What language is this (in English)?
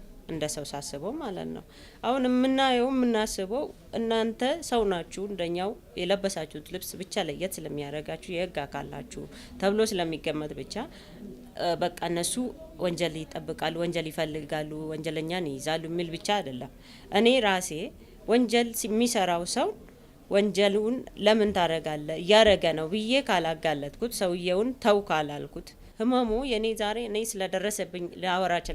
Amharic